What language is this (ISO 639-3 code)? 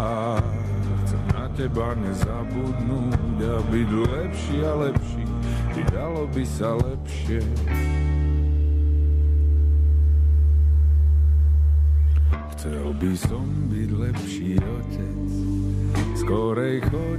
slk